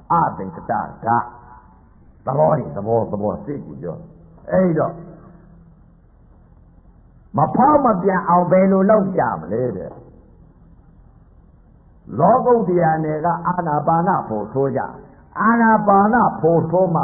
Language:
Burmese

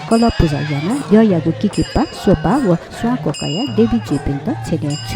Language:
Newari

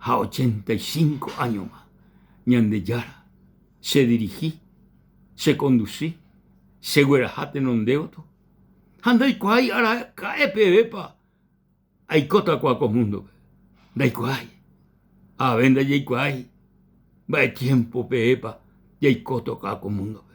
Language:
Guarani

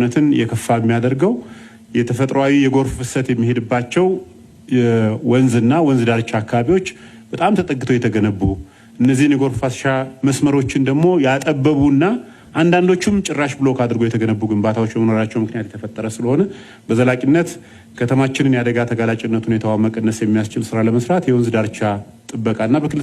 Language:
Amharic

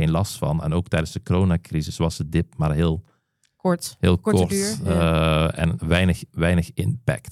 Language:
Dutch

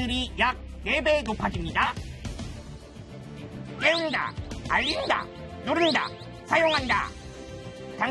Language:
Korean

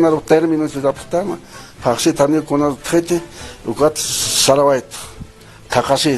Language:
Aymara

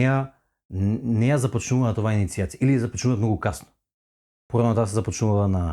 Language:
Macedonian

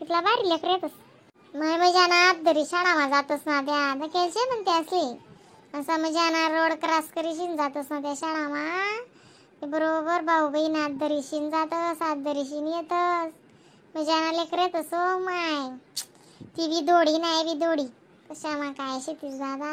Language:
Khandesi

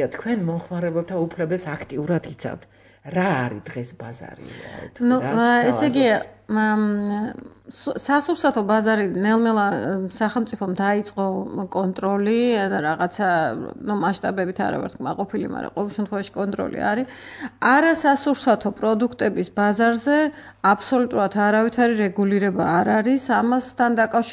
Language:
Georgian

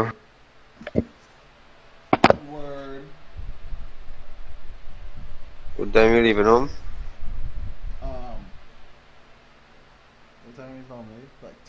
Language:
English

